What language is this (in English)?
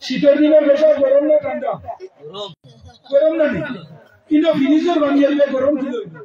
Sylheti